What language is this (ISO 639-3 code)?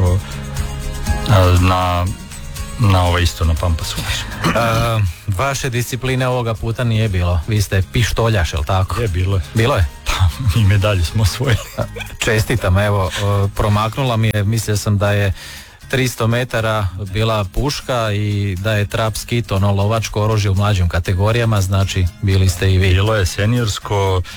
hrv